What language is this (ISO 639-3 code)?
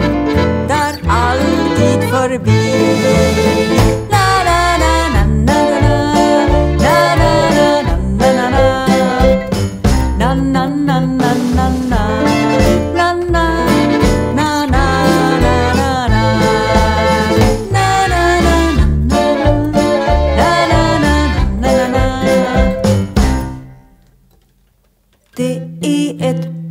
swe